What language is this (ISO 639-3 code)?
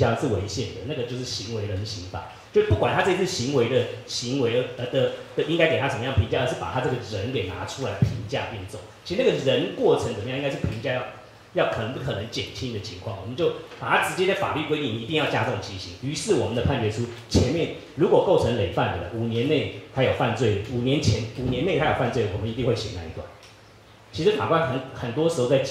zho